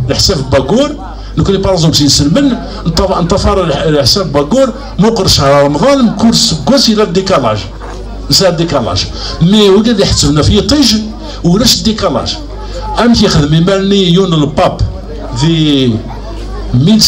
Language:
Kabyle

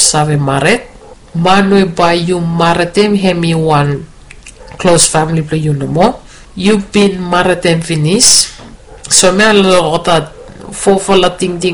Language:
Bislama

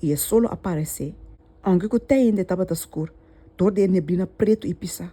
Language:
Papiamento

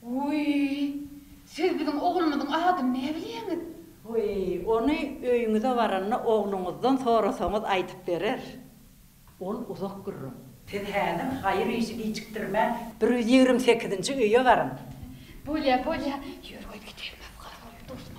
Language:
Turkmen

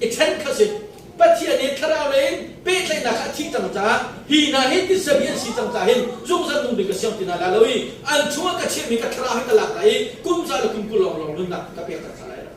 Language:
Hakha Chin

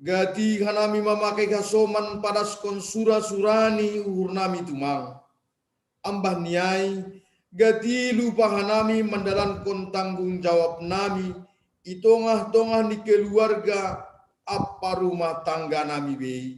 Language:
Batak Simalungun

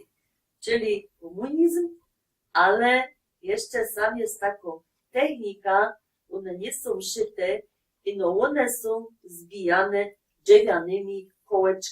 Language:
Silesian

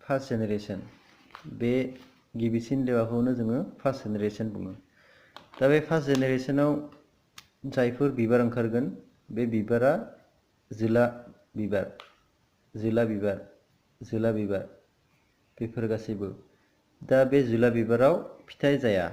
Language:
Bodo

